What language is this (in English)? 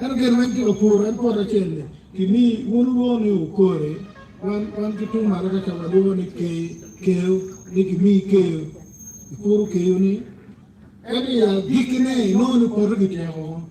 Acoli